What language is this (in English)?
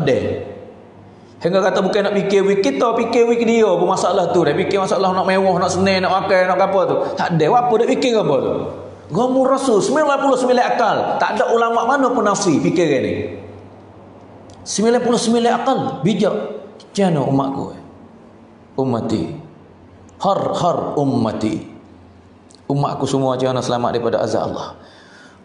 Pattani Malay